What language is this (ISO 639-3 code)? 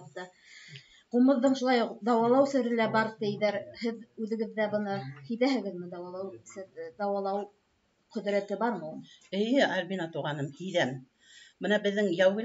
bak